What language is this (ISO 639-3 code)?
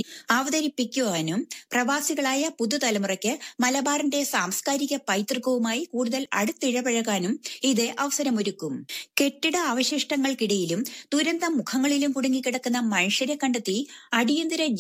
mal